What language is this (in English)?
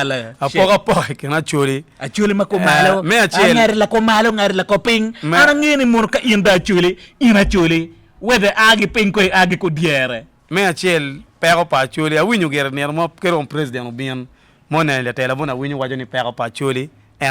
Acoli